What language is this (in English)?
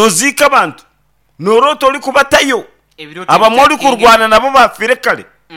Nyankole